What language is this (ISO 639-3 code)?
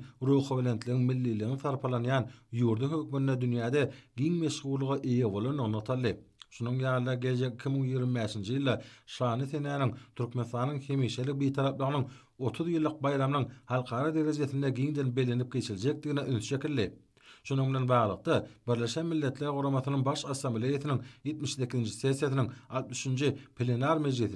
tuk